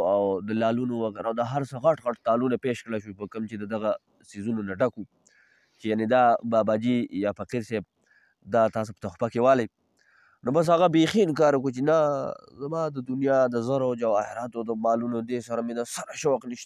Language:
Pashto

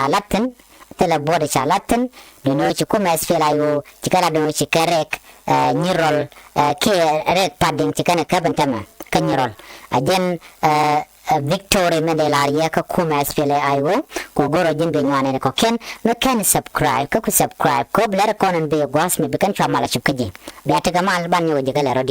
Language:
Nuer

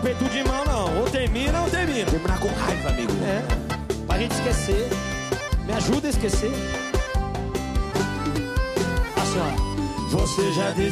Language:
Portuguese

